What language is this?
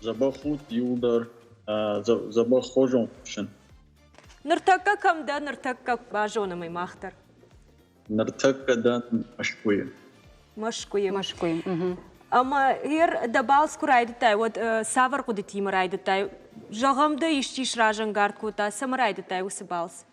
Ossetic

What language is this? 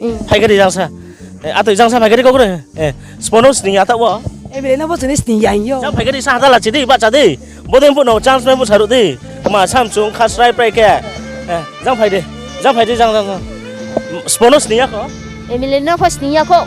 Riang (India)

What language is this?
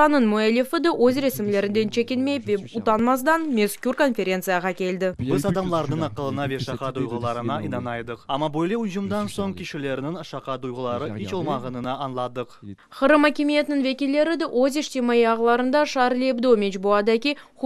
Crimean Tatar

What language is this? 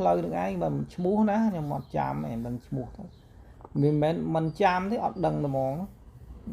Khmer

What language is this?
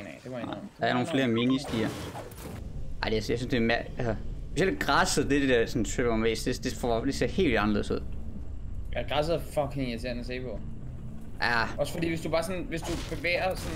Danish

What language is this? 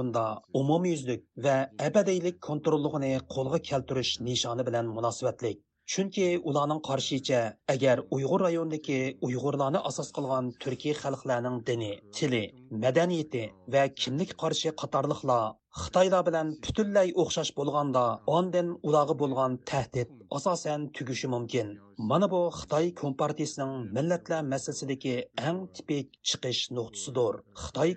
Uyghur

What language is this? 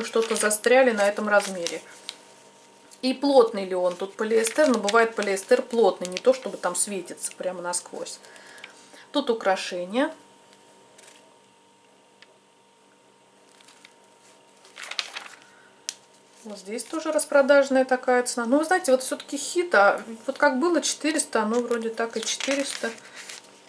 Russian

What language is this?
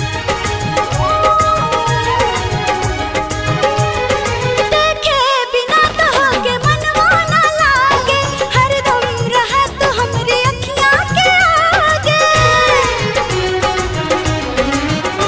Bhojpuri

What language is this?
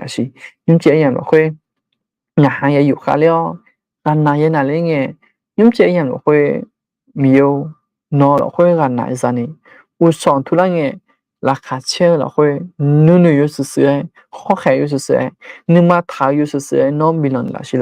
Akha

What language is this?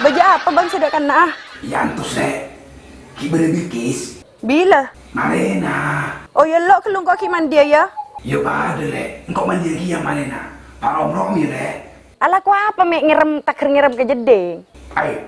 Madurese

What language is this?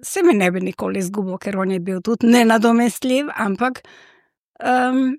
Slovenian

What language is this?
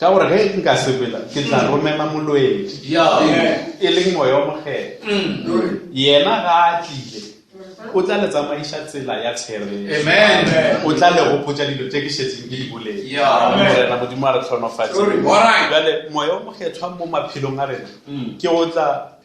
Northern Sotho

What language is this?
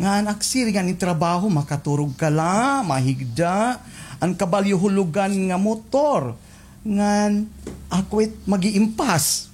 Waray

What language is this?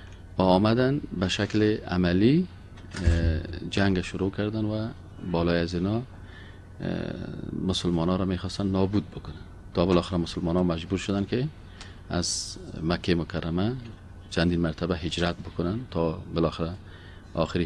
Persian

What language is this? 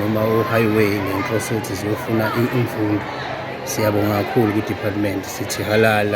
Zulu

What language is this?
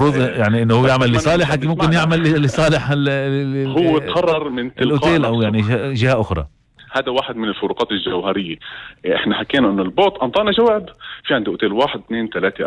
North Levantine Arabic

